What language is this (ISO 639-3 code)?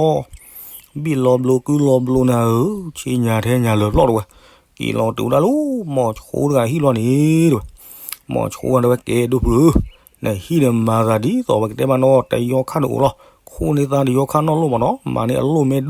ksw